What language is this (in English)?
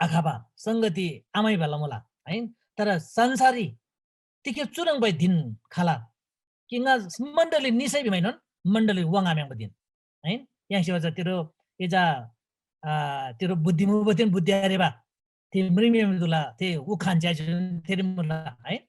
Eastern Tamang